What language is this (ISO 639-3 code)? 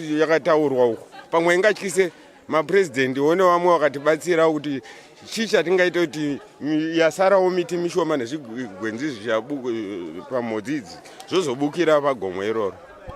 sna